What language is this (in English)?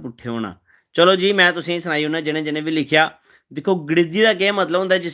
Dogri